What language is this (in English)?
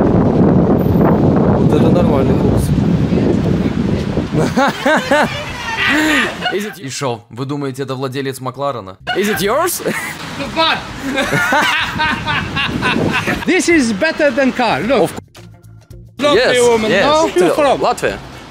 Russian